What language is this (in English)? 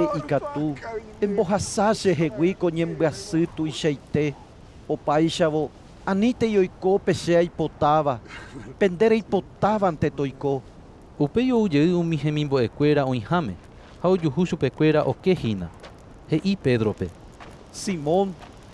Guarani